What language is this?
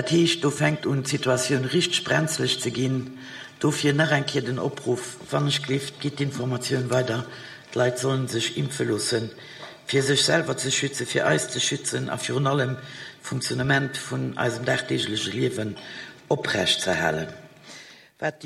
Luxembourgish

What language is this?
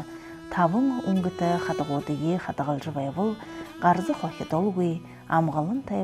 Buriat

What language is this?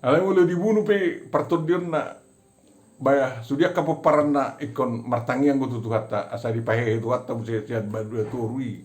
Batak Toba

